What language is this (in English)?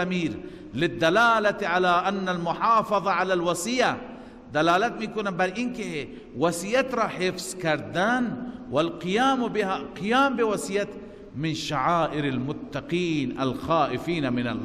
Persian